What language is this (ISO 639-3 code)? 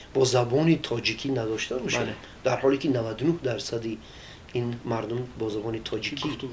tgk